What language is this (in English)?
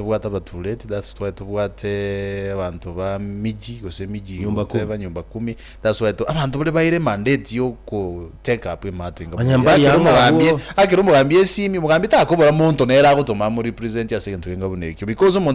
Gusii